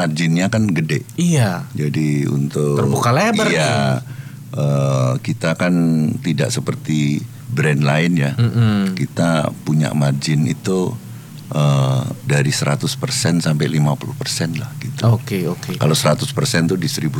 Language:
Indonesian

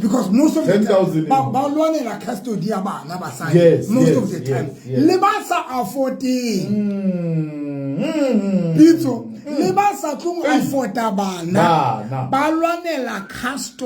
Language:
Southern Sotho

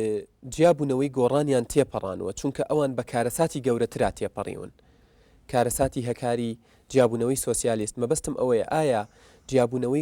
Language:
Central Kurdish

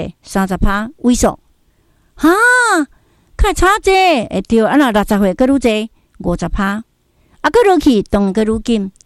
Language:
Min Nan Chinese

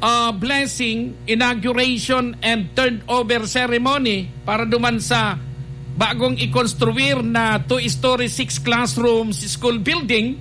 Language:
Bikol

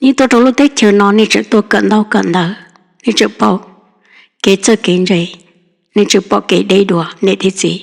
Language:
Hmong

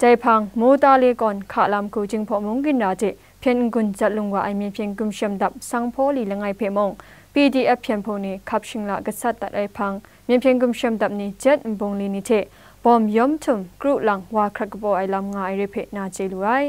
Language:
Kachin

